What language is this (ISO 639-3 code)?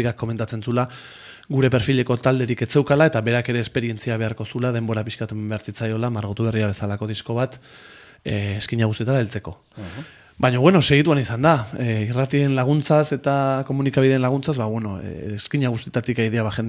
eus